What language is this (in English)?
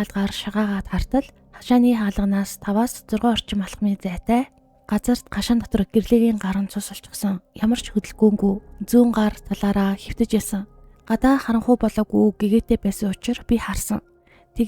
Mongolian